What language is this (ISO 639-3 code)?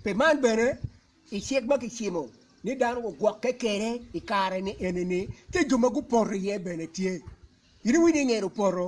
ach